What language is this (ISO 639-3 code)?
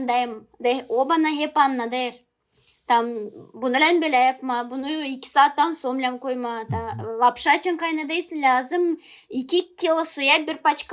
gag